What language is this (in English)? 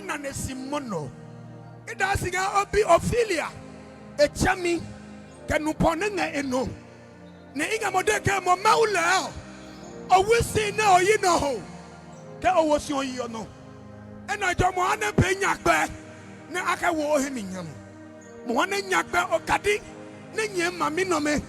Adangme